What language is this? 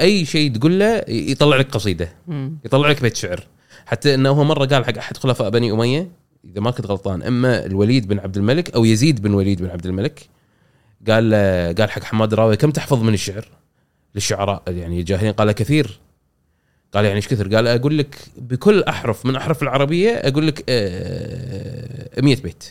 Gulf Arabic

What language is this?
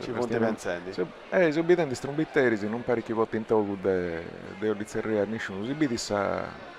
Sardinian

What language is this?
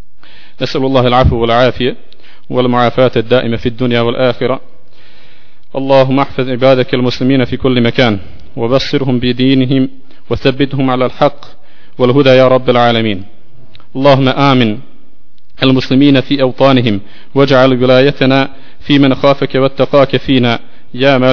Bosnian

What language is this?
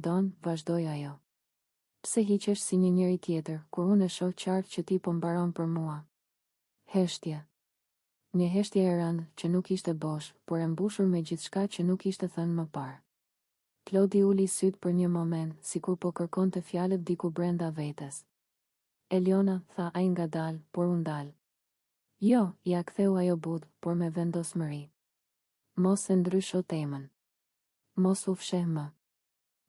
Albanian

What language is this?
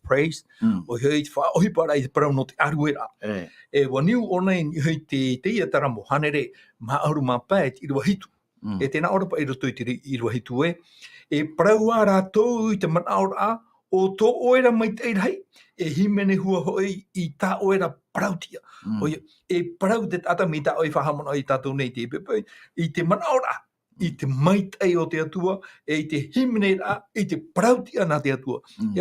Tahitian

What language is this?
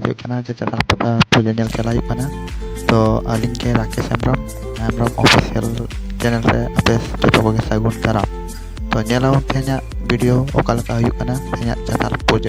Santali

